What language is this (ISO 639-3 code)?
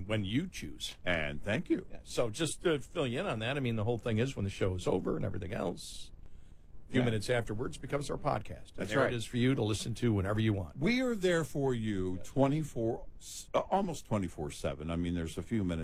eng